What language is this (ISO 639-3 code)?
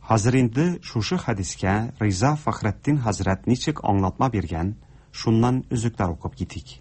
tat